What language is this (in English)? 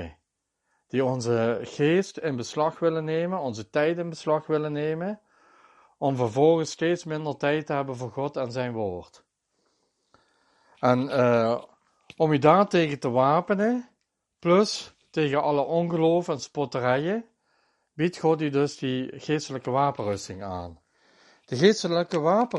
Dutch